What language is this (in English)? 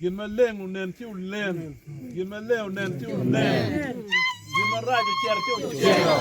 Acoli